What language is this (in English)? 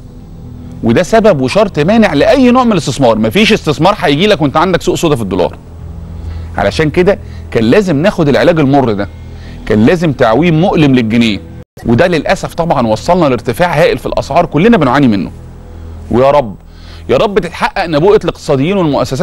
Egyptian Arabic